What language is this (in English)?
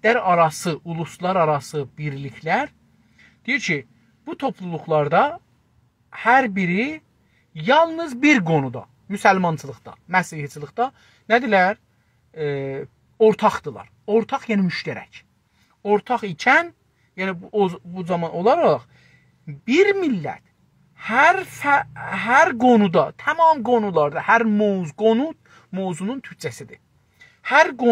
South Azerbaijani